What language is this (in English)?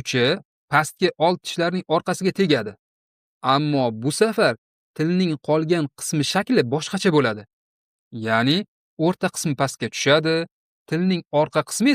Uzbek